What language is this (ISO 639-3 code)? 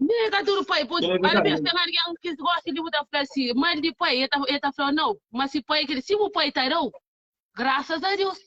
kea